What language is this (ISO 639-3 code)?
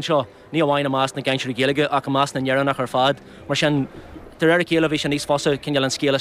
gle